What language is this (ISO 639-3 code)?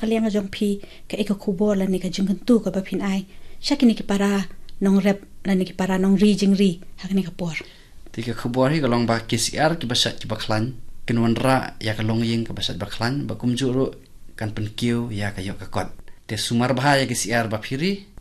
kha